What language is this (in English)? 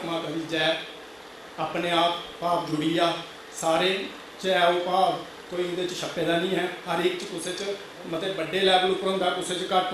Dogri